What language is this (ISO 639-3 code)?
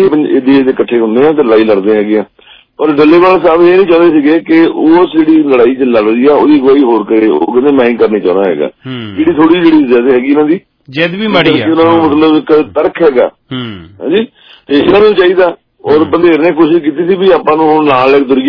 pan